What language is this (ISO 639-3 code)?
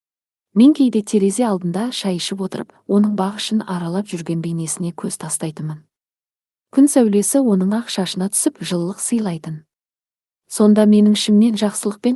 kaz